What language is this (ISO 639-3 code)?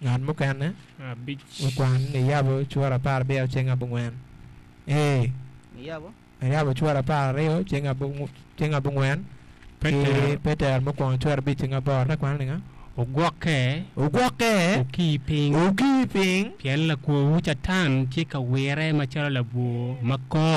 ach